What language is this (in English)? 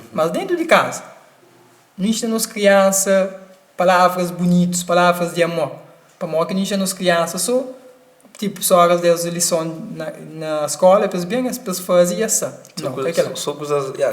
Kabuverdianu